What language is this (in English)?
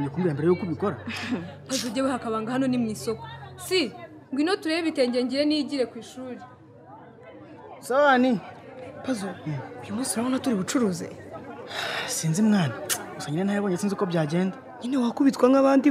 Kinyarwanda